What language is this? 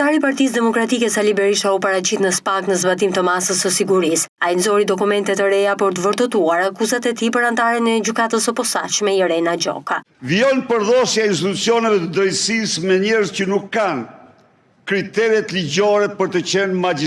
Albanian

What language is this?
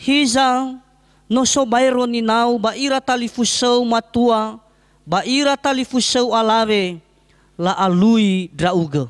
Nias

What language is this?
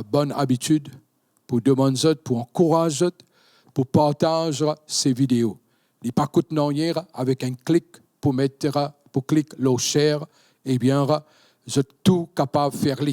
Morisyen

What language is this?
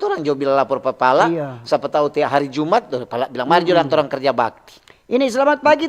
Manado Malay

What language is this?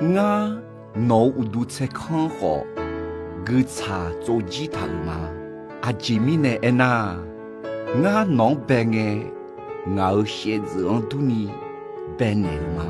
Akha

